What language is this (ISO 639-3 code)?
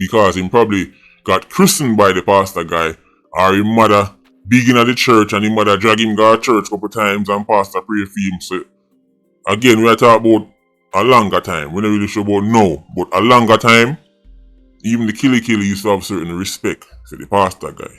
jam